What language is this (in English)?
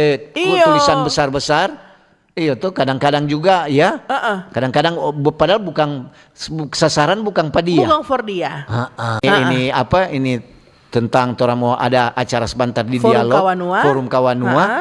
Manado Malay